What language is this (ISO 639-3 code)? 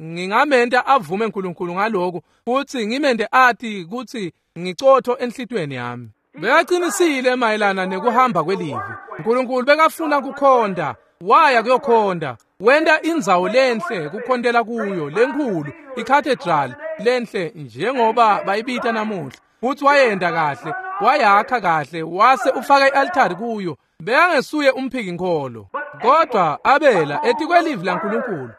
ssw